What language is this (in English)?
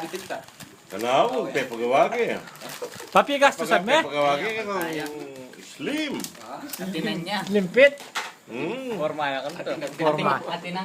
Pampanga